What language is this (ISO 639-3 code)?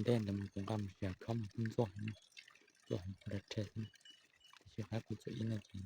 hmn